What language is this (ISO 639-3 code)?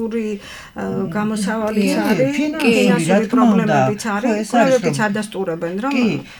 kat